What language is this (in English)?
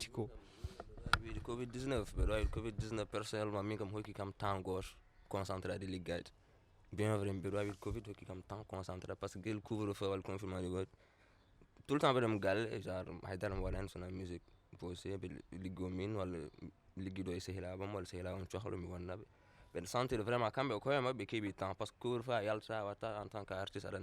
Fula